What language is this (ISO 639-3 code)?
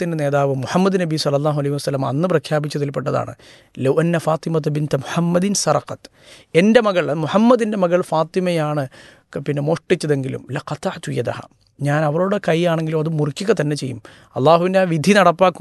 mal